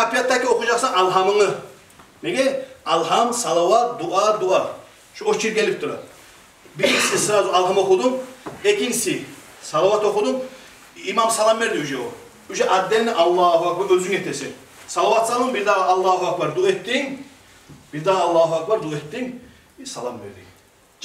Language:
Kumyk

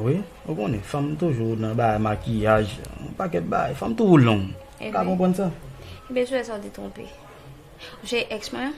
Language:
Haitian Creole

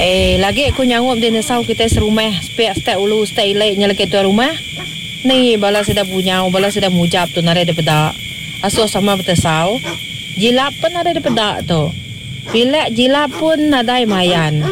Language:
Iban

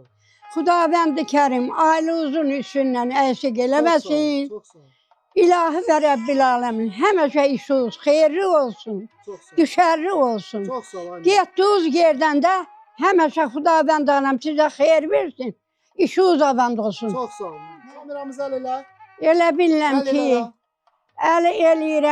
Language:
Azerbaijani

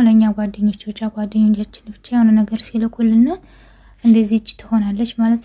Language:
Amharic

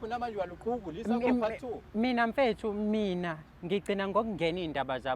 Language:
Zulu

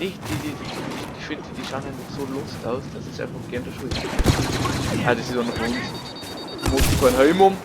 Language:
Bavarian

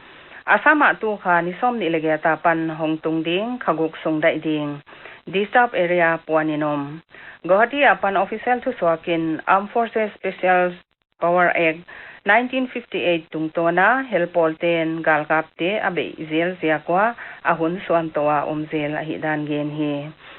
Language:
Paite Chin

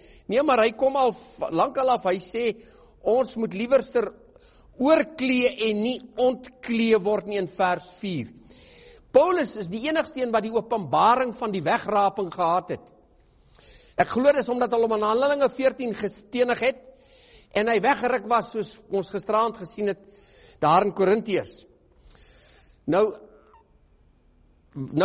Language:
Afrikaans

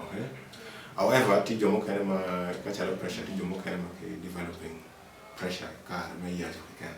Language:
Acoli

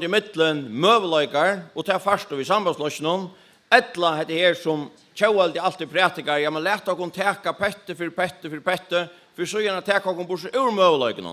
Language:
Faroese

